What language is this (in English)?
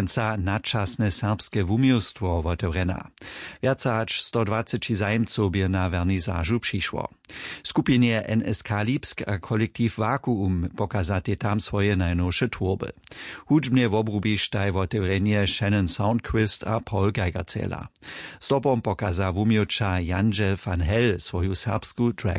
Upper Sorbian